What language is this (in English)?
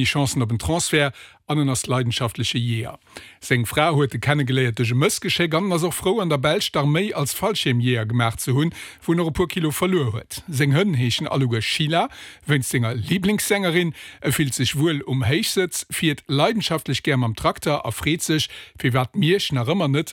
Luxembourgish